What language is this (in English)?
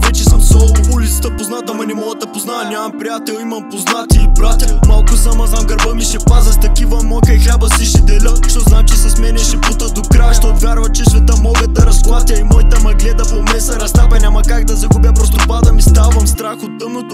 Bulgarian